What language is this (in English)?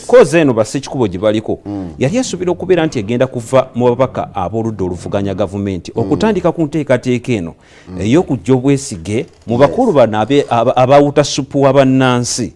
Ganda